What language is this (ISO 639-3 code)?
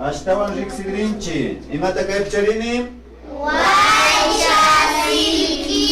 qvi